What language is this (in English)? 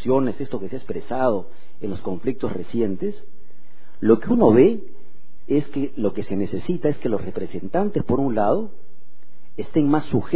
Spanish